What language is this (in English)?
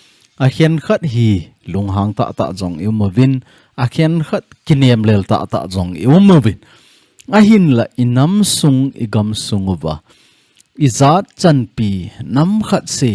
Thado Chin